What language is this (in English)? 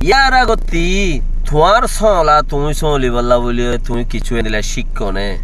Rohingya